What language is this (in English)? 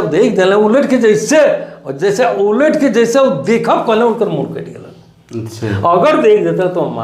Sadri